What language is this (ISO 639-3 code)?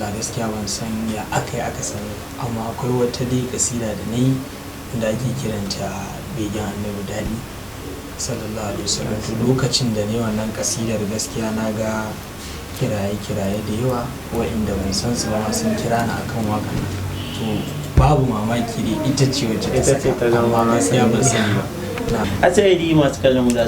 hau